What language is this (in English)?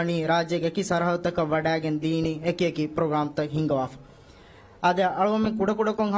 Divehi